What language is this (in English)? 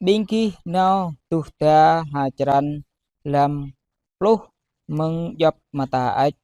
Jarai